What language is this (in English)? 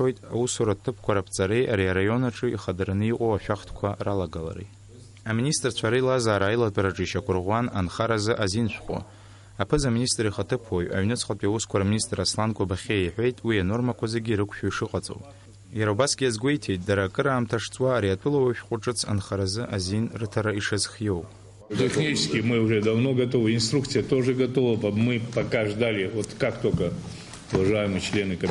Abkhazian